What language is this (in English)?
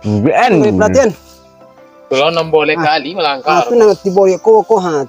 Minangkabau